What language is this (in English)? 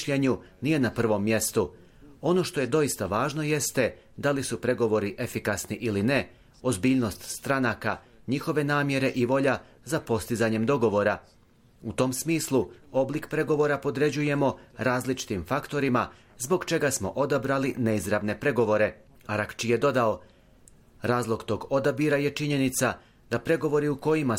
Bosnian